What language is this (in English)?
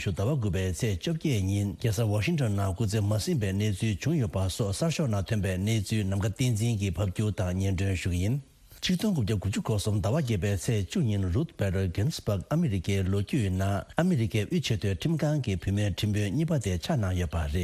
Tibetan